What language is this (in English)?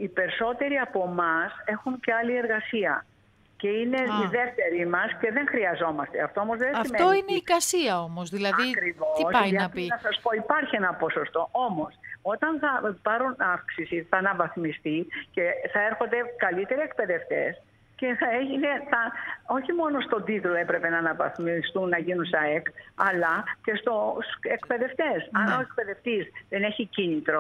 Greek